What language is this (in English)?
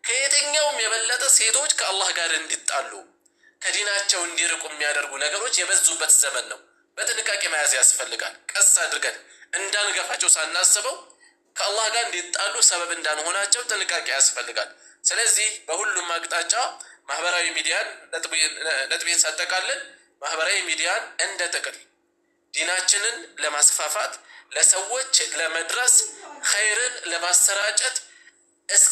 Amharic